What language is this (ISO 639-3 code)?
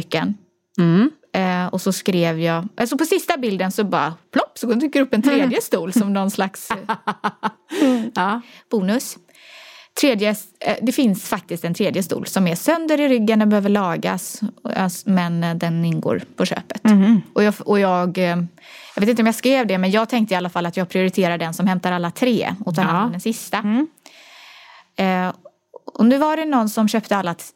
swe